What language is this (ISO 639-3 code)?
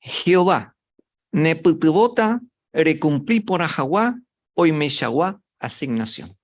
grn